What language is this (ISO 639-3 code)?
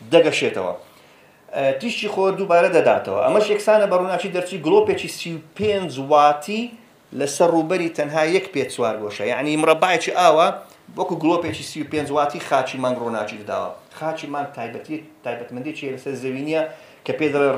ckb